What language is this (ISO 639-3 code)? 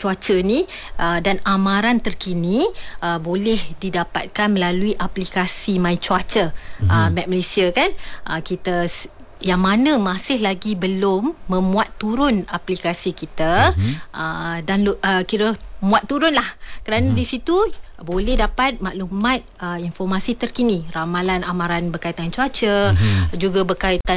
msa